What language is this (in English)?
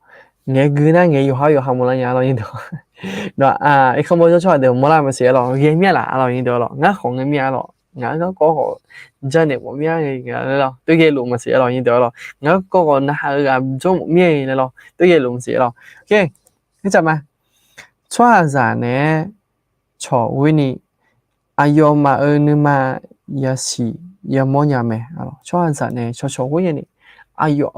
Akha